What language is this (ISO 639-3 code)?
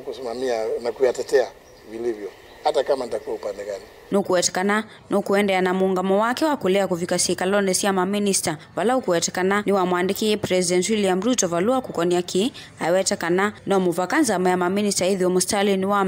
kam